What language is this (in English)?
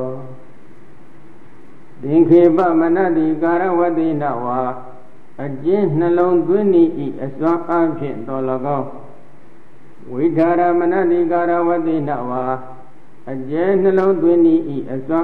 Burmese